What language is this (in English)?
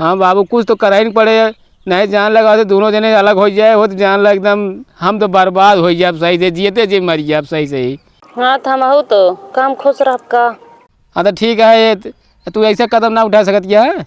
Awadhi